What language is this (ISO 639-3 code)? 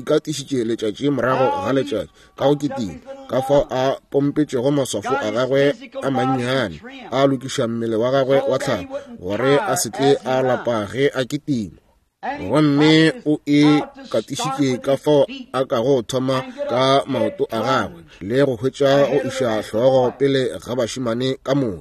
nso